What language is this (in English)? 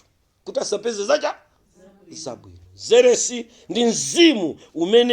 Nyanja